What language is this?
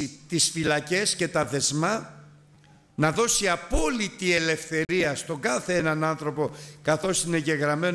Greek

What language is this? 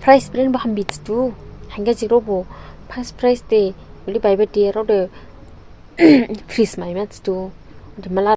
Dimasa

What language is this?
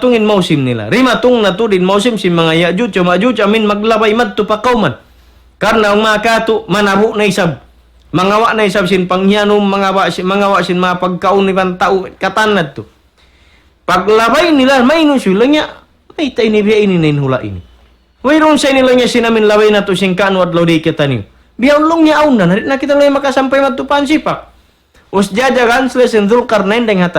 Tausug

